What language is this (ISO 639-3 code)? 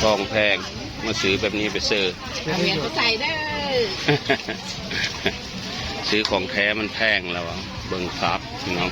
tts